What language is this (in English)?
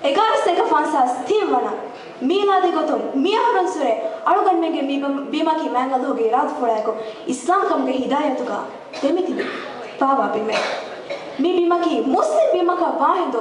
Divehi